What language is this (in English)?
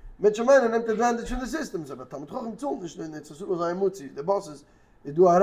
Yiddish